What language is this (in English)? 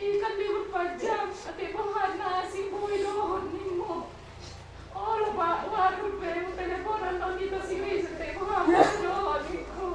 Batak Toba